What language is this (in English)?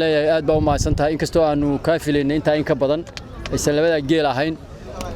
Somali